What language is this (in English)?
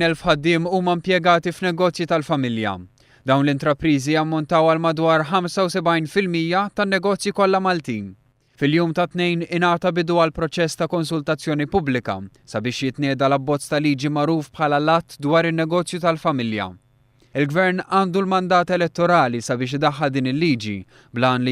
Maltese